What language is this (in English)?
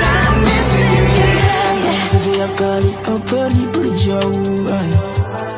Malay